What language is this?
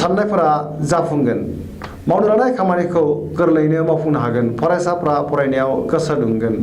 Bodo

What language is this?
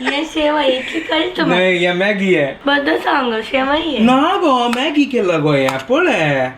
Konkani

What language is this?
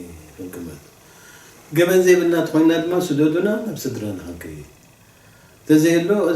Tigrinya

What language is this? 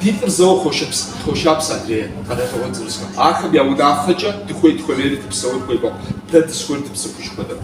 Kabardian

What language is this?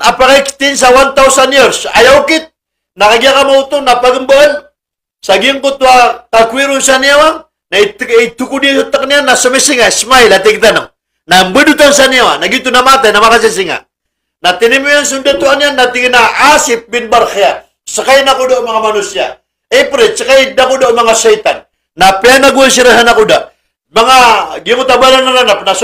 Maranao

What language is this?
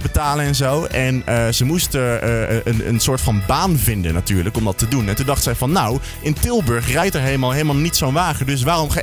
Dutch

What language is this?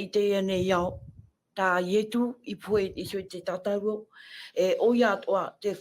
Tahitian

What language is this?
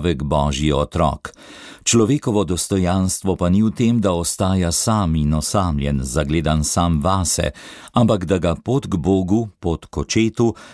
Slovenian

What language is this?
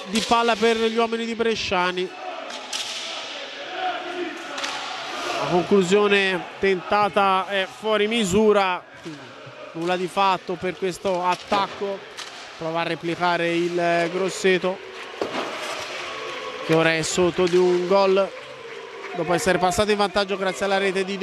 Italian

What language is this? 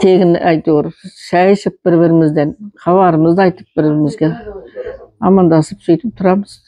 Kazakh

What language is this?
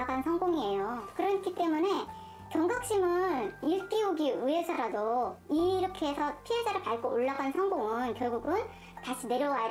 Korean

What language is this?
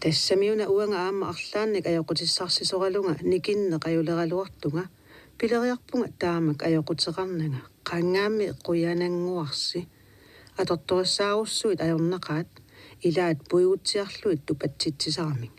Kalaallisut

